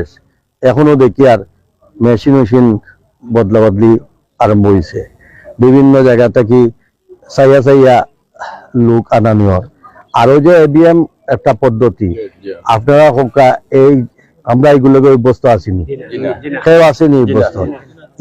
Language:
Sylheti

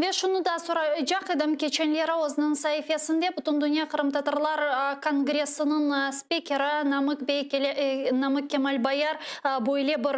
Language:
Crimean Tatar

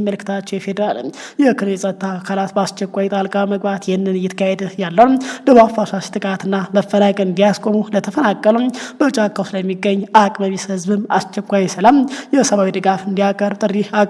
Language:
Amharic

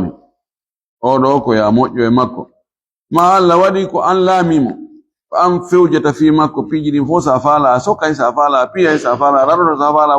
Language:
Fula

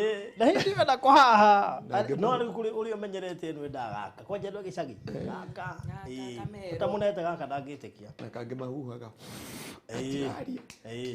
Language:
Kikuyu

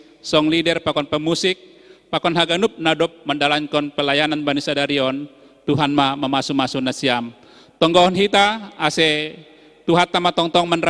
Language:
Batak Simalungun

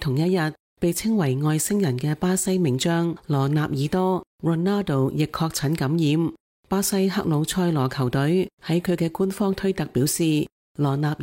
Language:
Cantonese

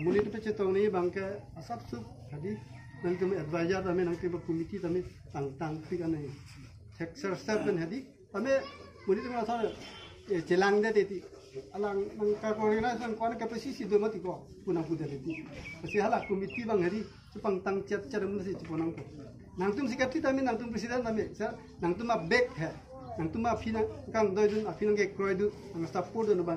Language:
Karbi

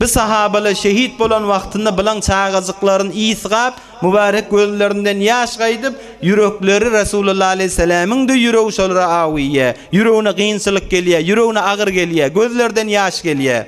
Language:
Turkmen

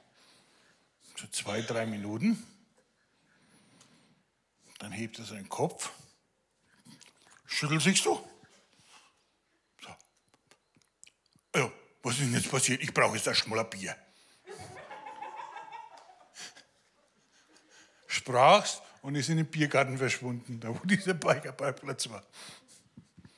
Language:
German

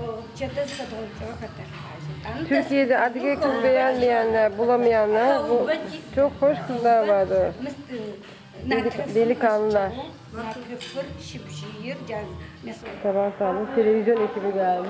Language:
Adyghe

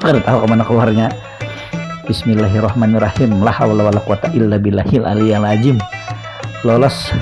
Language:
Banjar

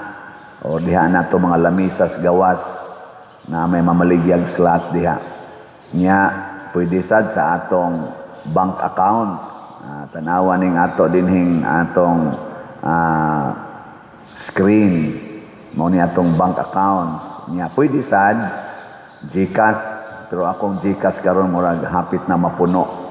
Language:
Cebuano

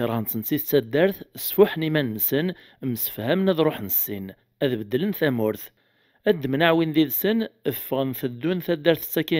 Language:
Kabyle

